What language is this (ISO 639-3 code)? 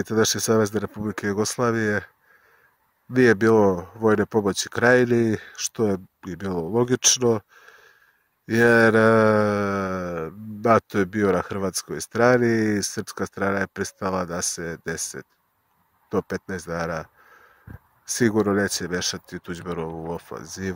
srp